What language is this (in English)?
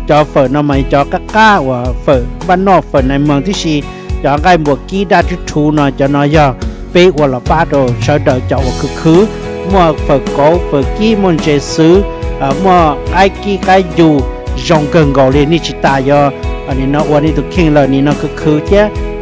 Hmong